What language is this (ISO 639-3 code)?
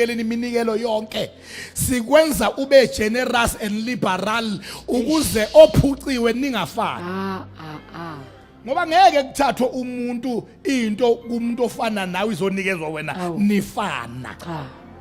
zul